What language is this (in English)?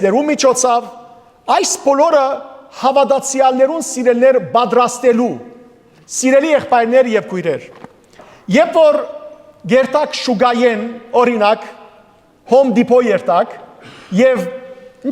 Western Armenian